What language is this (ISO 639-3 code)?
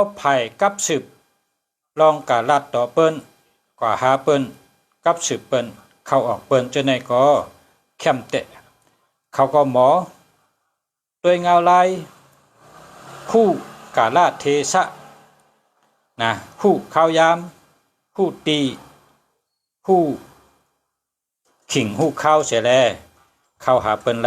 shn